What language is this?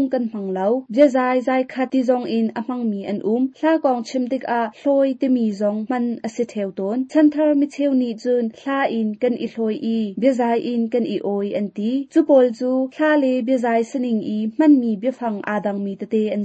Hakha Chin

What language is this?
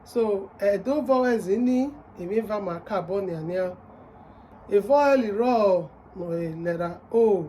Bini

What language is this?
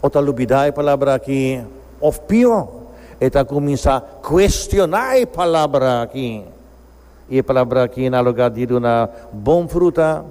Papiamento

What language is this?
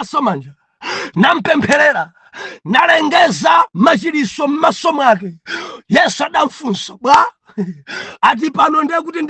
Nyanja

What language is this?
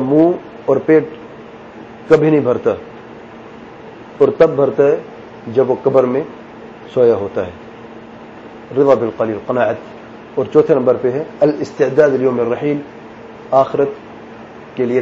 Urdu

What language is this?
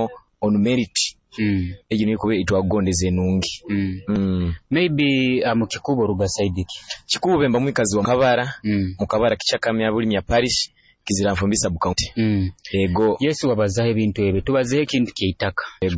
Nyoro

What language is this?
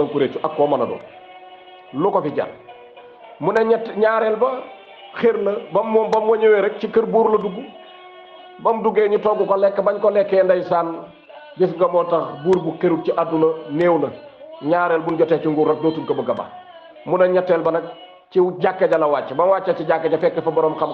Wolof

